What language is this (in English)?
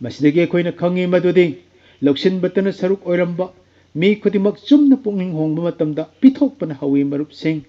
Manipuri